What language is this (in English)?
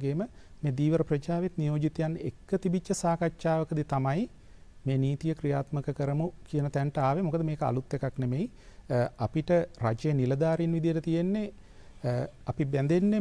Sinhala